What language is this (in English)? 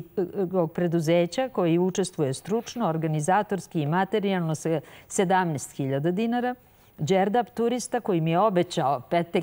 Serbian